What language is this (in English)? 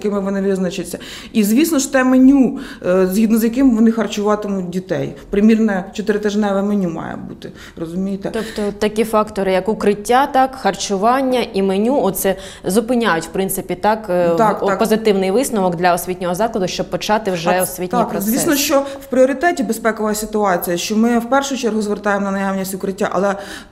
Ukrainian